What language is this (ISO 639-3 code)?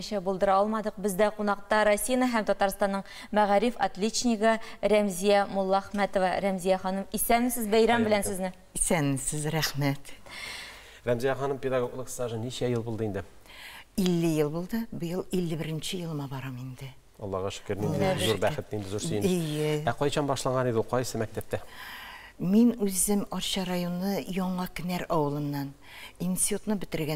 tat